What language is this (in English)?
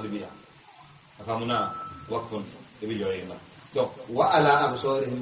Bambara